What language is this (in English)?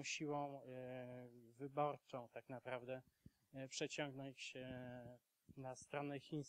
Polish